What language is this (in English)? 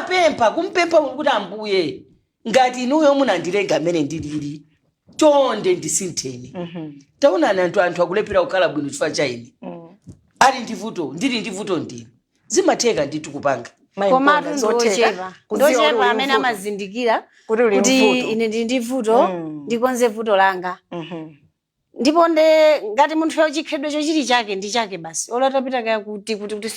Nyanja